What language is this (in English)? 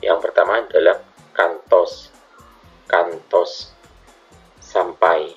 Madurese